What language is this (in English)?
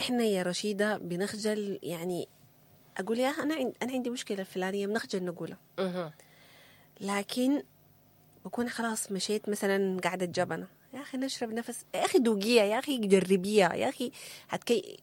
Sudanese Arabic